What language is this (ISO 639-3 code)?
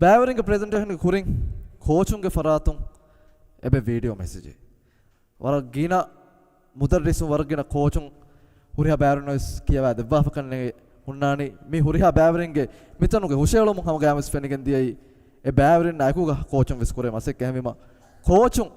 div